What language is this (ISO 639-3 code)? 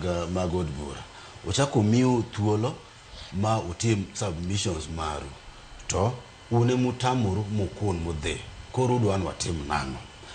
luo